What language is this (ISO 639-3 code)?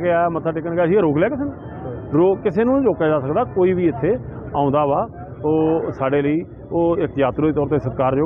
pan